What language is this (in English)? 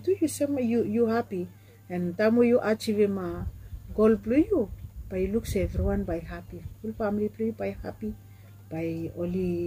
Bislama